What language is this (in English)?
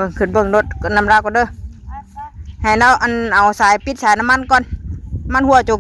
Northeastern Thai